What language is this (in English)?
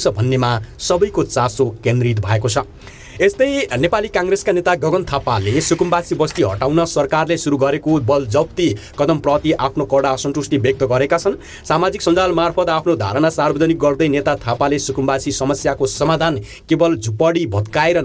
Nepali